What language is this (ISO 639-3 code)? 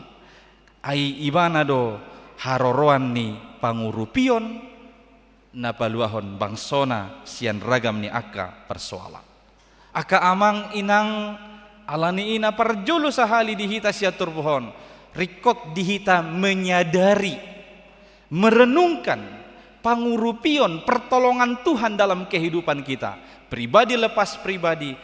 bbc